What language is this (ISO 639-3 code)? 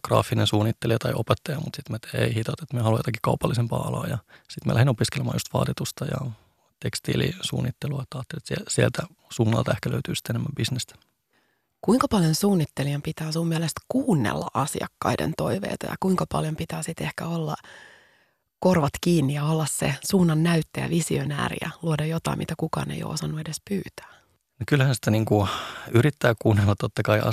fin